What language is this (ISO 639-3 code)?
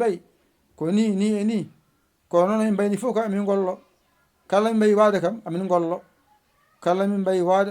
ful